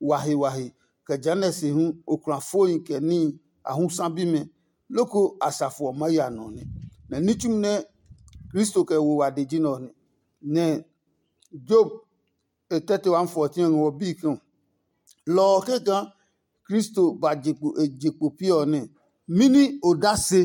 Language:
Adangme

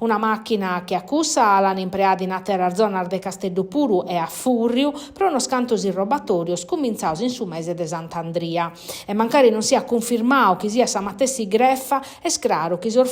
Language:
Sardinian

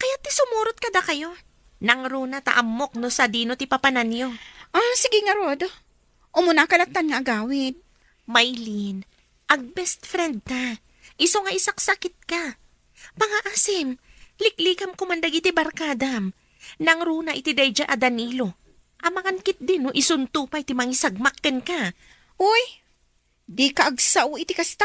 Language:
Iloko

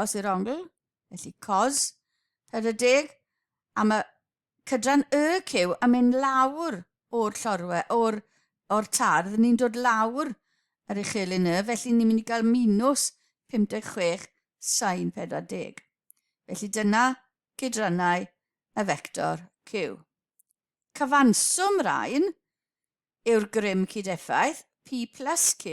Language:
Welsh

